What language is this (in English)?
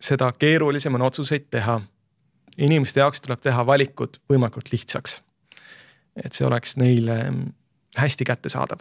Estonian